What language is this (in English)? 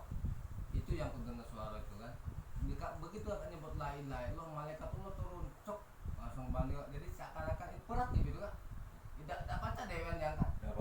Musi